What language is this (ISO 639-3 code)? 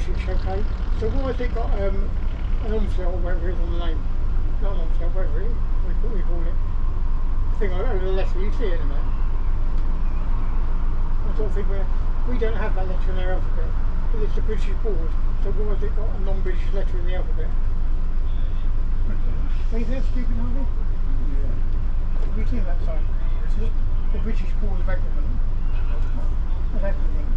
eng